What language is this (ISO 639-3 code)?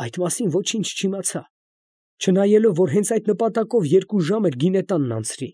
hye